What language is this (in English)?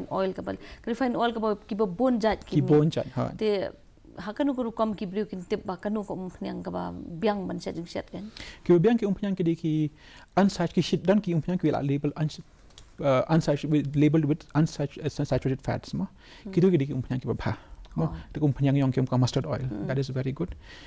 Khasi